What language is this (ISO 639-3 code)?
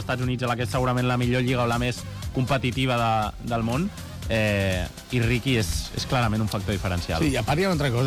cat